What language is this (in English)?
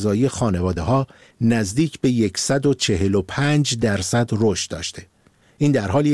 Persian